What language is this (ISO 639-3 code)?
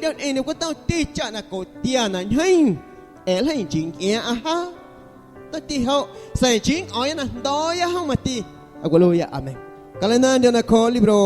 amu